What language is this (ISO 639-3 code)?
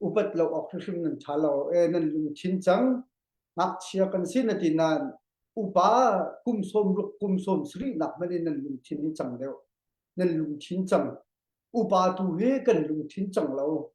cnh